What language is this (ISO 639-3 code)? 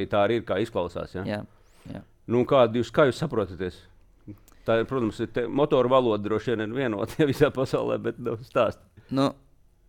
lav